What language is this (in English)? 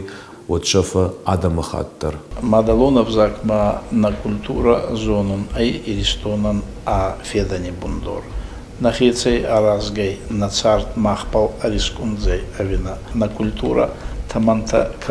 Ossetic